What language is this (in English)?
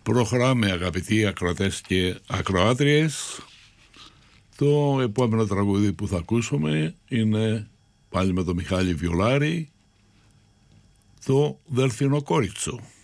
Greek